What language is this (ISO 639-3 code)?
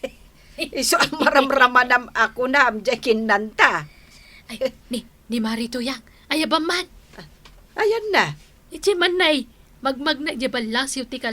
ilo